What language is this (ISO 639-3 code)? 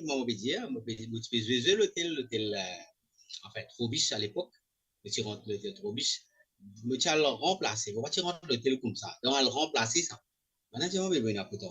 mfe